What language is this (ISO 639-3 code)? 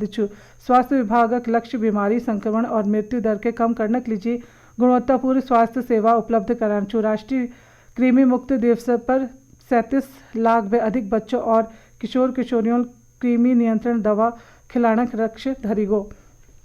gbm